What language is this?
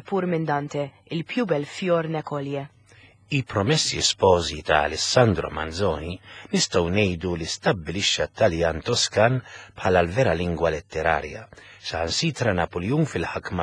Maltese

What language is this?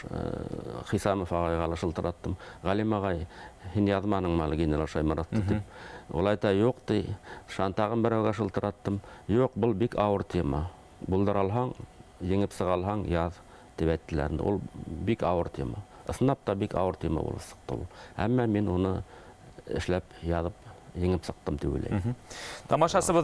Bashkir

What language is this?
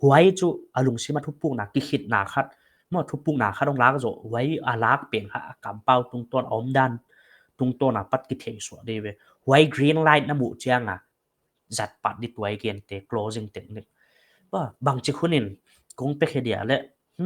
Paite Chin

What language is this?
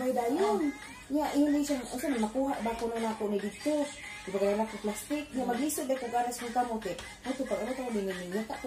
Cebuano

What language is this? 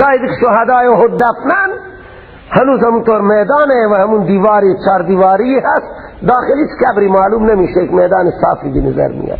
Persian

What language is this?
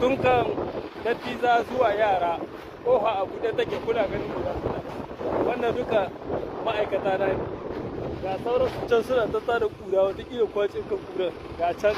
Hausa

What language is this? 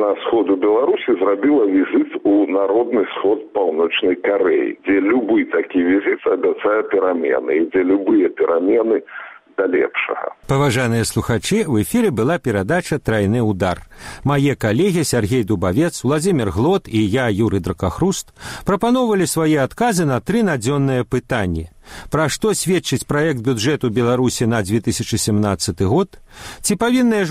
Belarusian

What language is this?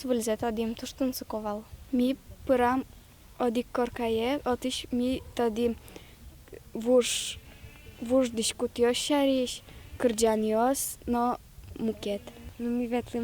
Udmurt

